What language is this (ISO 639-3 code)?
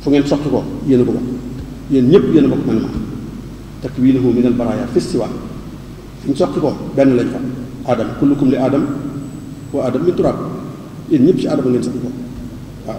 wol